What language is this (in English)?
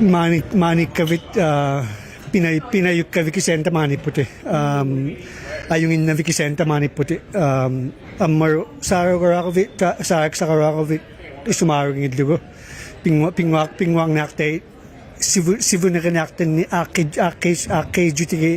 Inuktitut